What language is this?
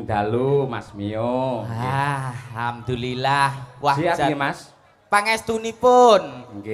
Javanese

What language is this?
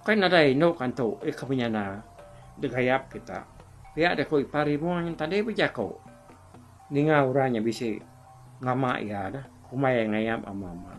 Iban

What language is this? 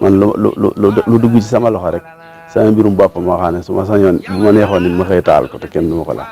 Wolof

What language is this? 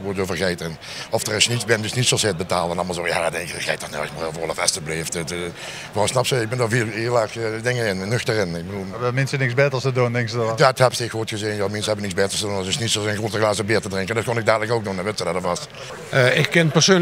Limburgish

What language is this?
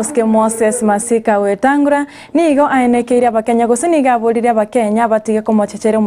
Gusii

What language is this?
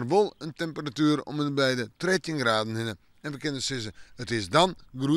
Western Frisian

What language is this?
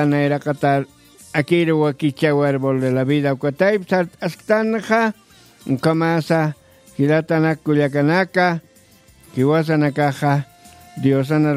Aymara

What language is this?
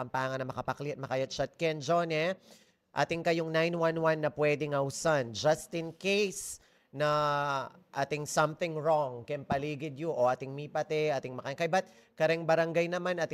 Pampanga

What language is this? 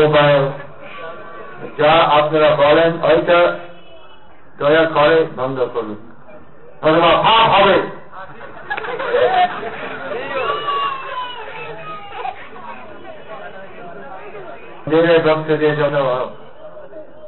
Bangla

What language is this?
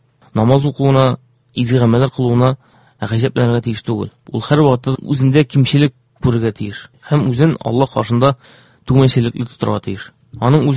Tatar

